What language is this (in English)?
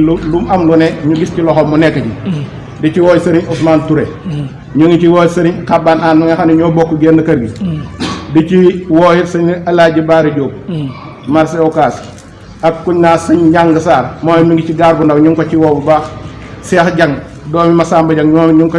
Wolof